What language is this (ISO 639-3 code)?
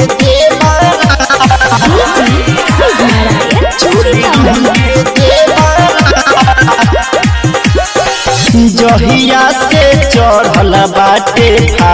bho